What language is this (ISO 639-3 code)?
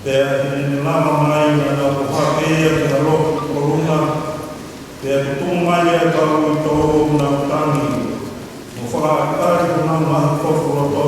ton